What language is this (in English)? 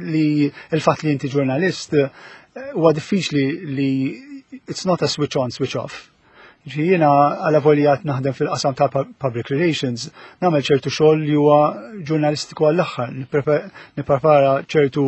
Maltese